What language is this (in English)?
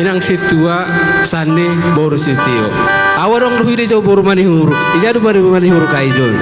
Batak Simalungun